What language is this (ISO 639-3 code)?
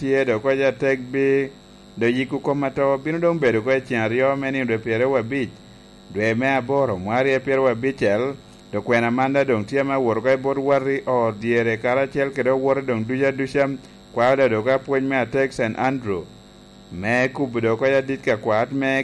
laj